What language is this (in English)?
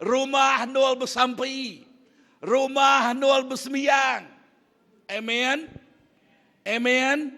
Iban